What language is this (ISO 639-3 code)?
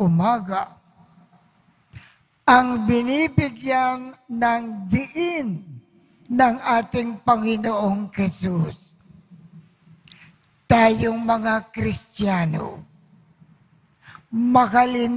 fil